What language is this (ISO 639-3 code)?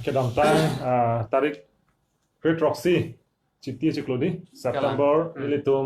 mjw